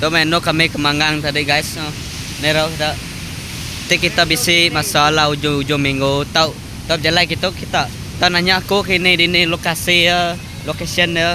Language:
Iban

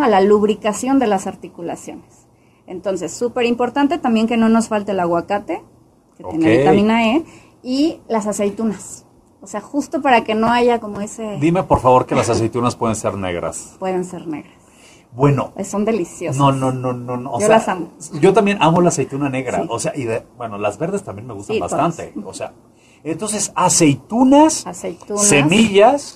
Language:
Spanish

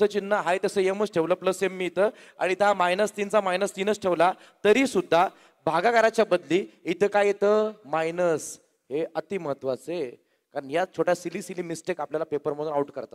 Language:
Marathi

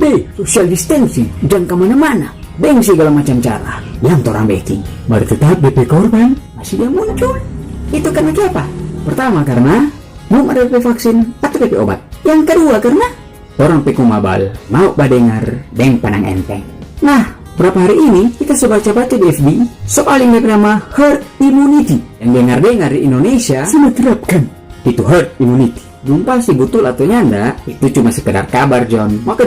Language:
Manado Malay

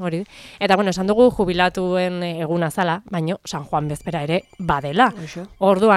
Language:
Basque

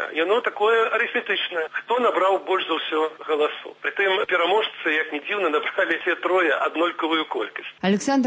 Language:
Belarusian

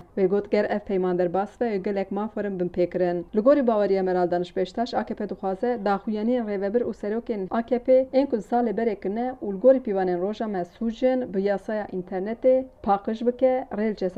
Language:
Kurdish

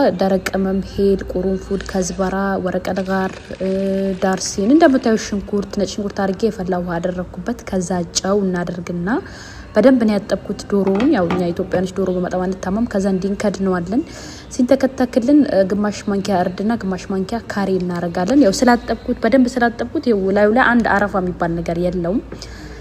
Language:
Amharic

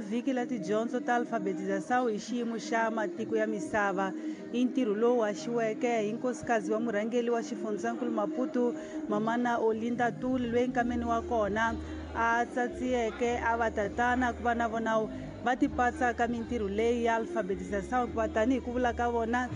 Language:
Tsonga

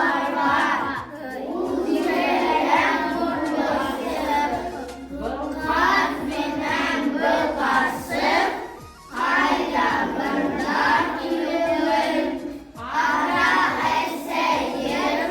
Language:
Bashkir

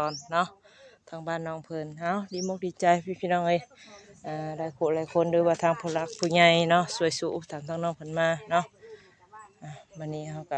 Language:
Northeastern Thai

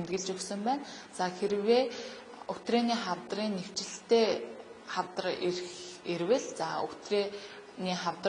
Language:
Mongolian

